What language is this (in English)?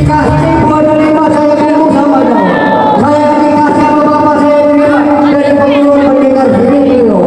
Betawi